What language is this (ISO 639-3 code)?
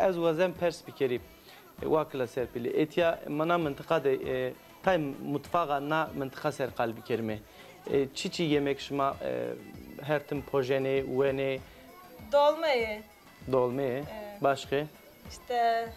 zza